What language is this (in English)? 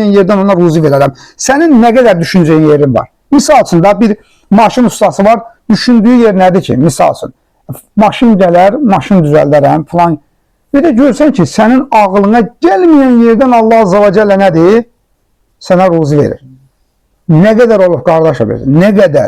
Azerbaijani